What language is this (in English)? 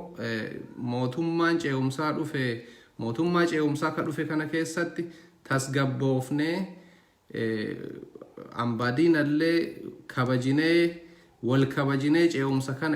Oromo